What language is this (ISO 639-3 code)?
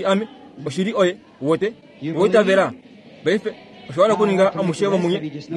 kua